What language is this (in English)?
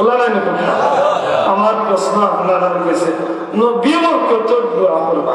Sylheti